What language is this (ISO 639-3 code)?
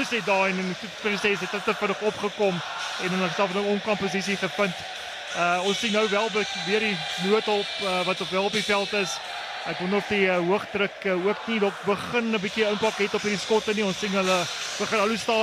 afr